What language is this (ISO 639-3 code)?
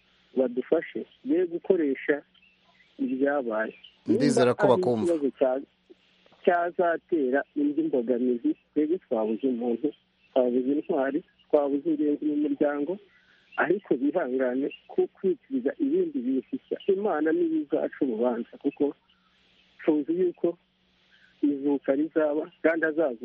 kin